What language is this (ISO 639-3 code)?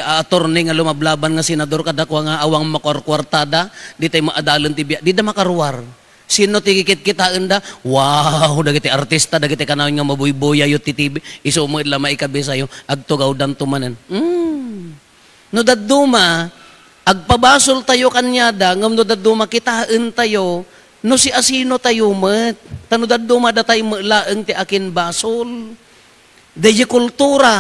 ilo